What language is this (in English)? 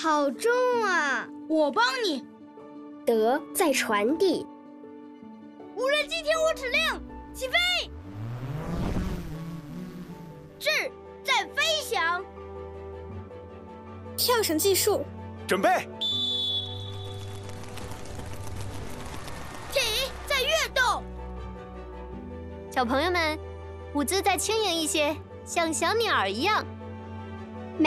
Chinese